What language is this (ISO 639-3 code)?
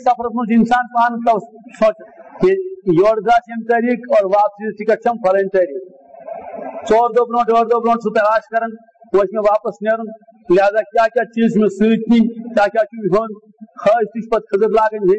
urd